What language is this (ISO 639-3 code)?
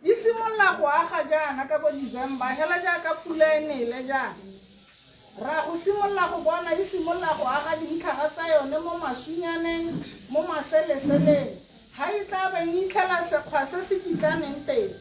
tsn